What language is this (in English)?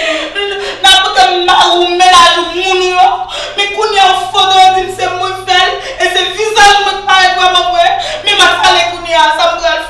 Haitian Creole